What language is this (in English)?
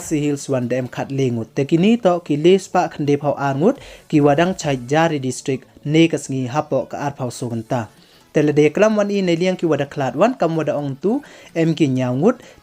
Pnar